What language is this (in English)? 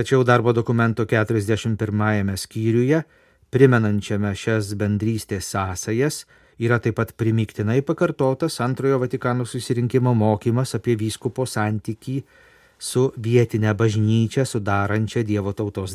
Lithuanian